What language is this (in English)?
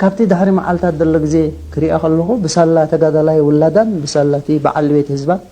Tigrinya